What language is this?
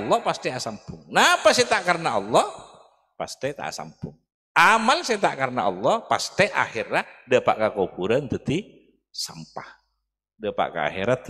Madurese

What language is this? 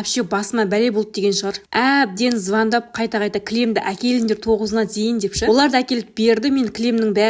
Kazakh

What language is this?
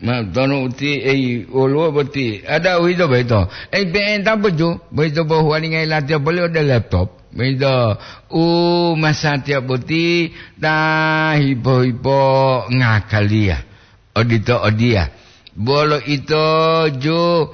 Gorontalo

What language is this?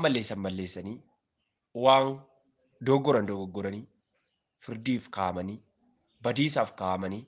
Oromo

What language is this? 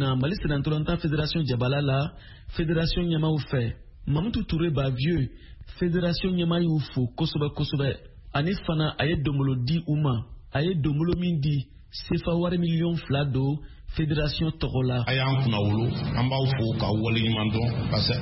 Bambara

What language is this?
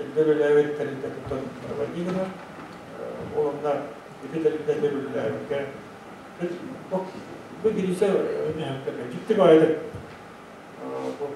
Yakut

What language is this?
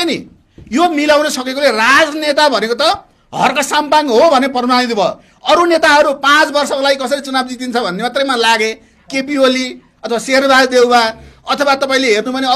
Nepali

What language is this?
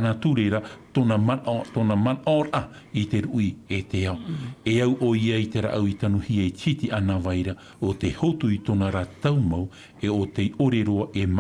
Tahitian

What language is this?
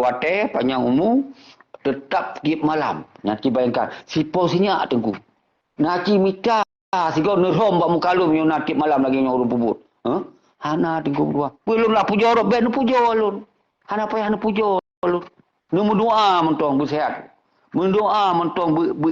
Achinese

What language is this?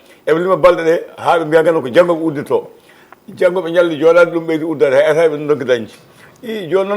Fula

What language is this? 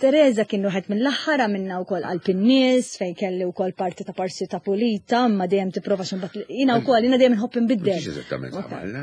Maltese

